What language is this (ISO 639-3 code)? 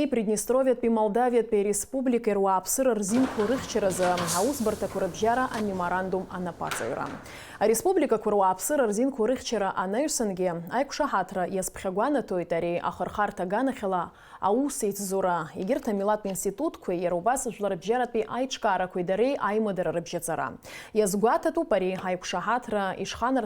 abk